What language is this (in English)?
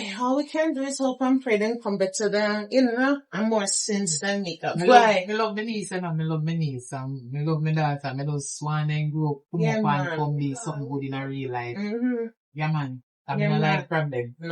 Jamaican Creole English